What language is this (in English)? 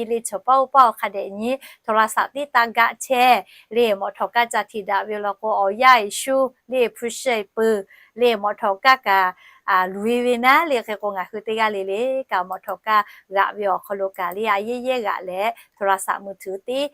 Lahu